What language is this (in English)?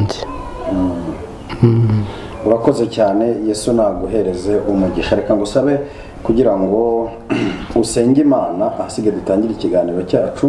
Kinyarwanda